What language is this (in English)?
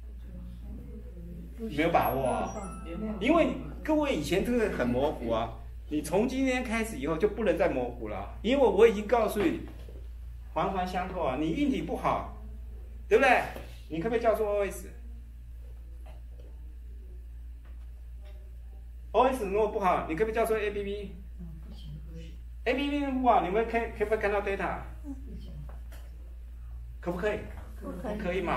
Chinese